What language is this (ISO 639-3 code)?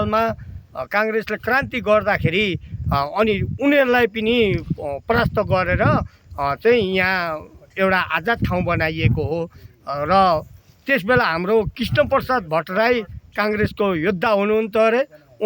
nep